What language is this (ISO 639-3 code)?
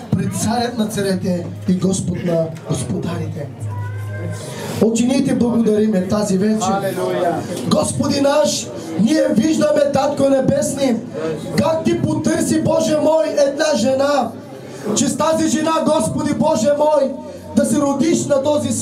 bul